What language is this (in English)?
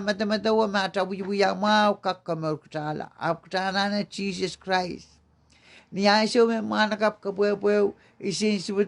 Pohnpeian